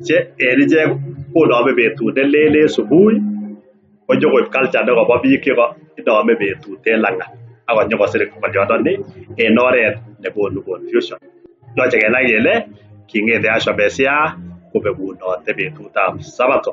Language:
Kalenjin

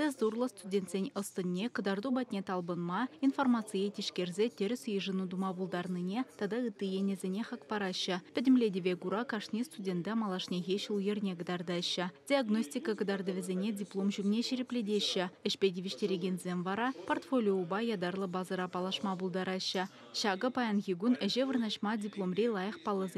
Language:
Chuvash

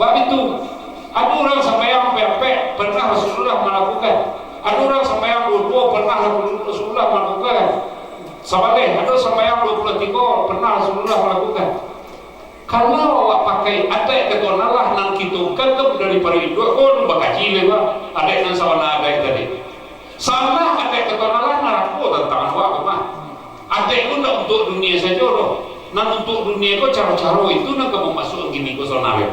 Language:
Minangkabau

